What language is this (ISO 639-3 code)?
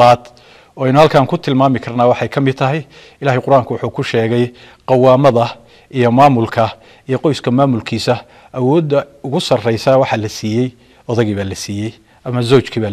som